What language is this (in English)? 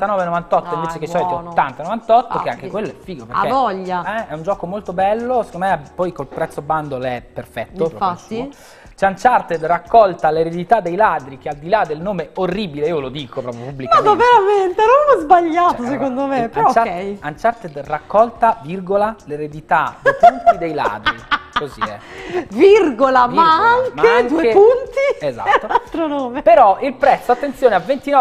Italian